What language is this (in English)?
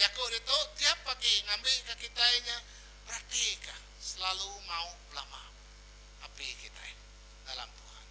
Iban